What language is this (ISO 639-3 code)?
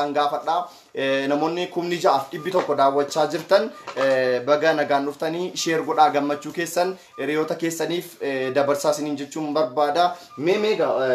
orm